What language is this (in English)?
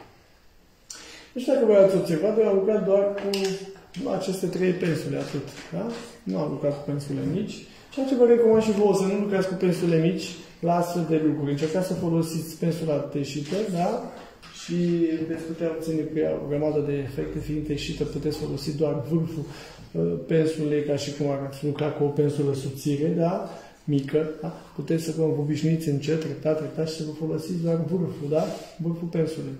Romanian